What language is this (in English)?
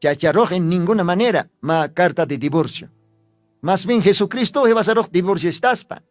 Aymara